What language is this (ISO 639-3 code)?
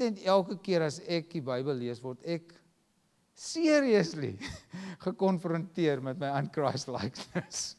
afr